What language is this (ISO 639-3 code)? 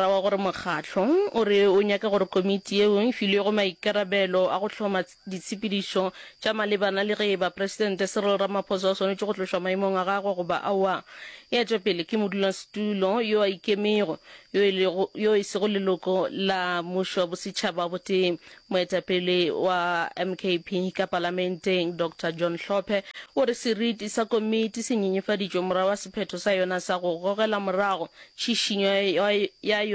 nso